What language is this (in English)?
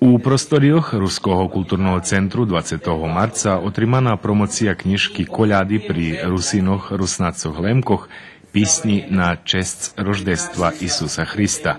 Rusyn